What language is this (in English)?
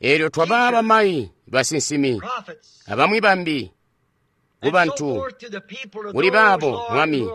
Tonga (Zambia)